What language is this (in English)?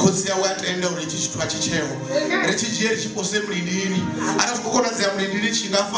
Venda